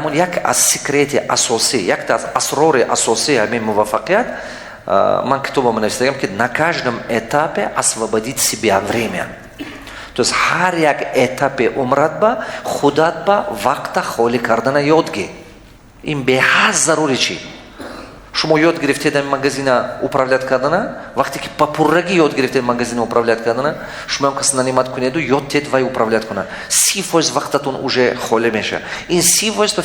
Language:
Tajik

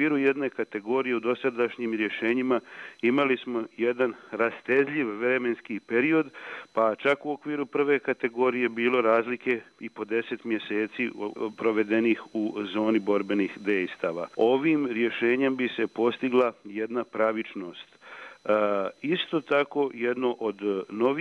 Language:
Bosnian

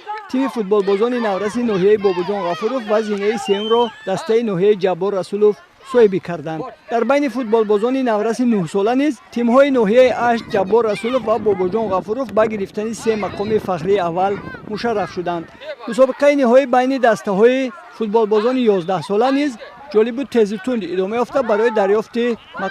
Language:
Tajik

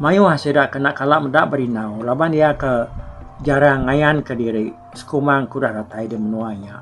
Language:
Iban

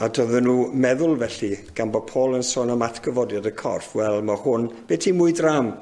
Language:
Welsh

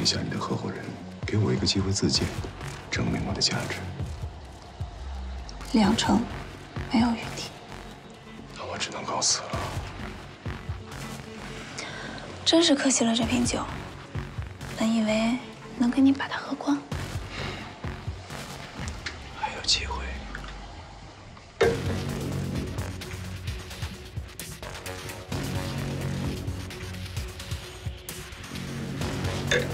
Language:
Chinese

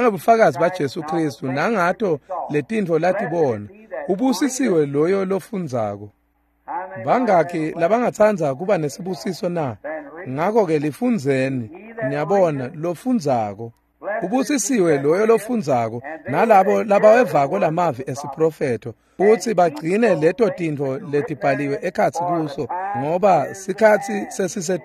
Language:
Swati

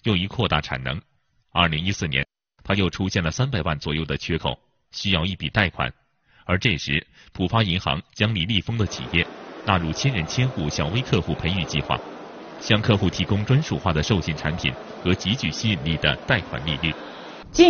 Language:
Chinese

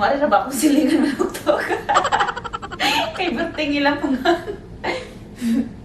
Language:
Cebuano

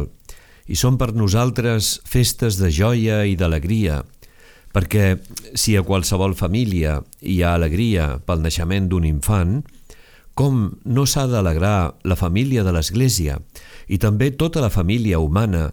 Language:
Catalan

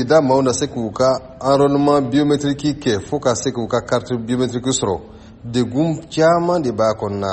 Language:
Bambara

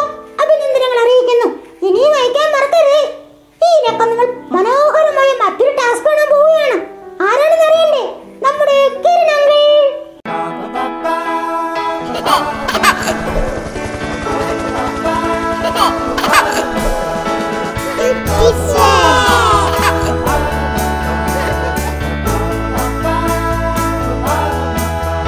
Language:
Malayalam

